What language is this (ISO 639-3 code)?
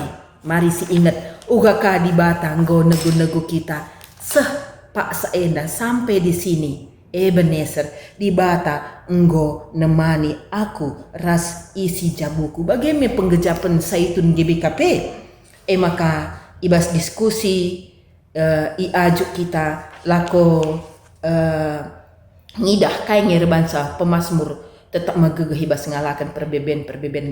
btx